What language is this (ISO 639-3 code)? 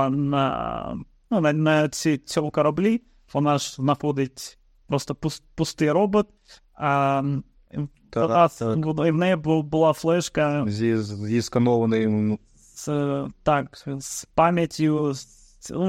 ukr